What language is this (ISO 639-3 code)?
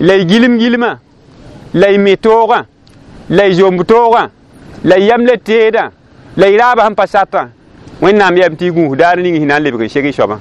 mos